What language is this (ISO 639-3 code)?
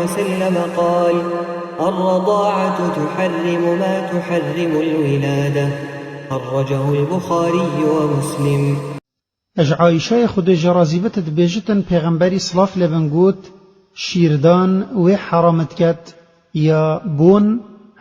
kur